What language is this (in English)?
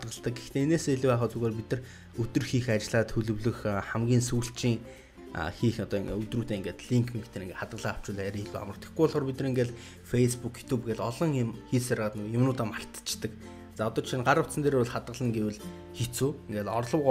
Mongolian